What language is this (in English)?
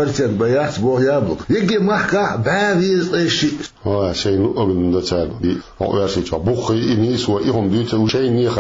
Chechen